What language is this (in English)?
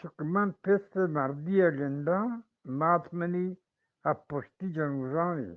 Eastern Balochi